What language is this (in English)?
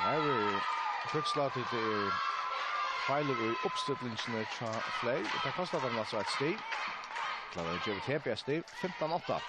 Faroese